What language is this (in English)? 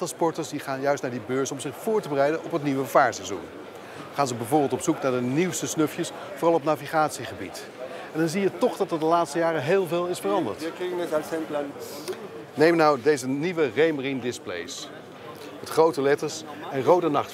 Dutch